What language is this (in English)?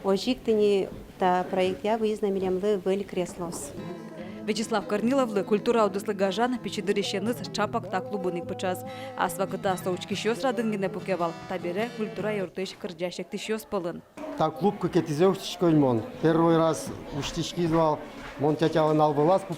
Udmurt